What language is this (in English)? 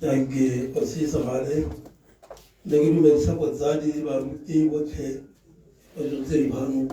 Tswana